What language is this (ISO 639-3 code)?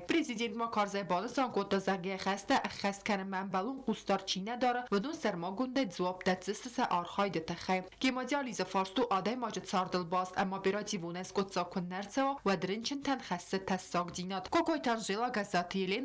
oss